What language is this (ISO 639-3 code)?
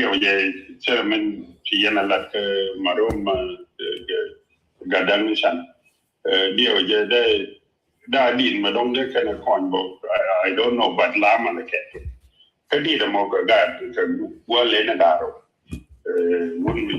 nus